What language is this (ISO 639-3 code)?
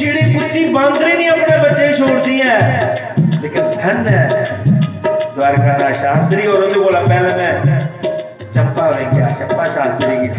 doi